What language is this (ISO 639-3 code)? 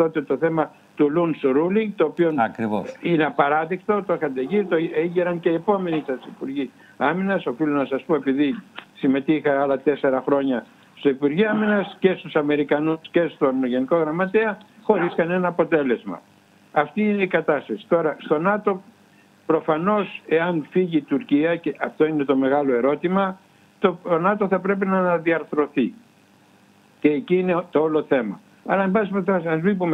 ell